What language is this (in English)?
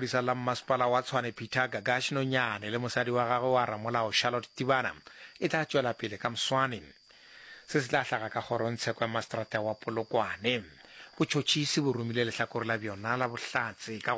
Northern Sotho